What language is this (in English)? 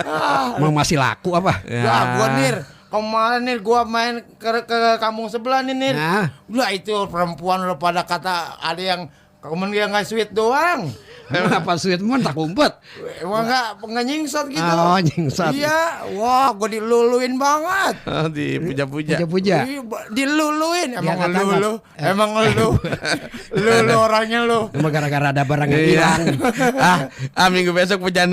Betawi